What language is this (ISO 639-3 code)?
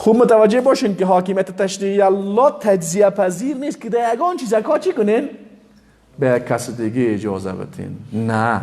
fas